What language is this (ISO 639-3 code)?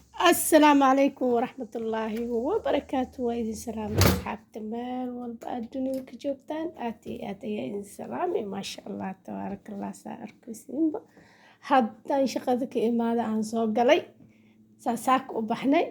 som